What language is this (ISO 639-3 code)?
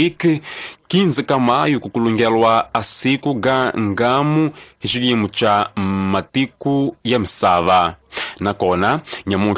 tso